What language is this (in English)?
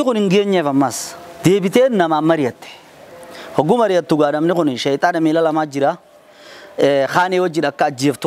Oromo